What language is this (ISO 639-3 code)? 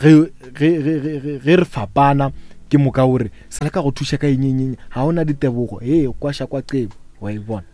nso